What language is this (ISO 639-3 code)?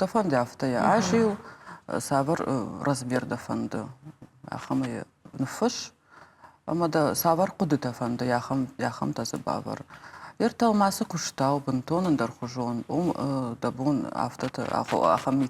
oss